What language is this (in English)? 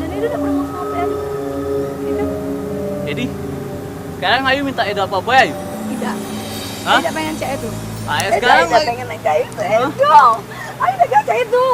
Musi